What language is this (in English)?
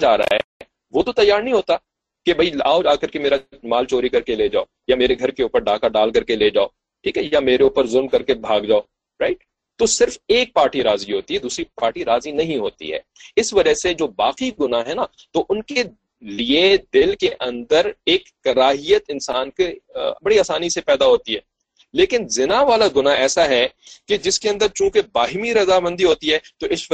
Urdu